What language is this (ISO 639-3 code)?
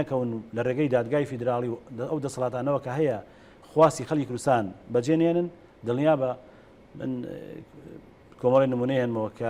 ckb